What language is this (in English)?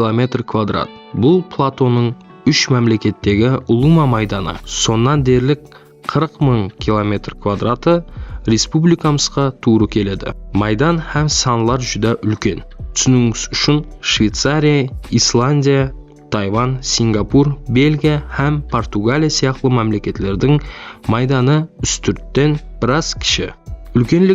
Kara-Kalpak